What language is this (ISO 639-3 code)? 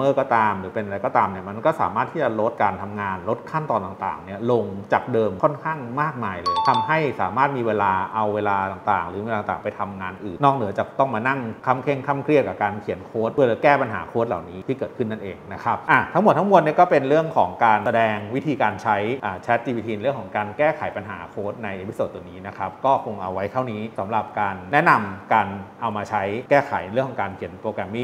tha